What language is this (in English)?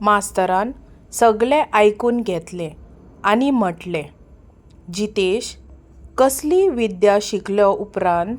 Konkani